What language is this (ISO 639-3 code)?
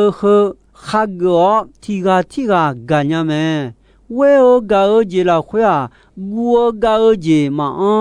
ahk